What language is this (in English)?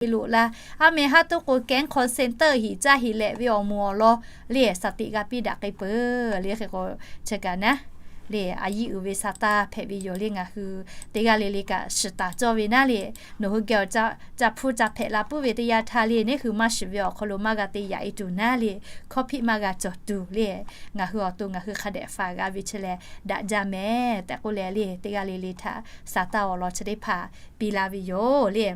Lahu